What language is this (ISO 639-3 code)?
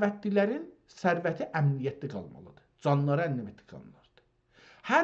azb